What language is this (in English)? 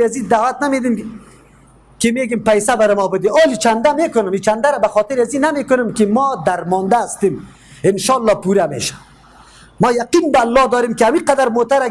Persian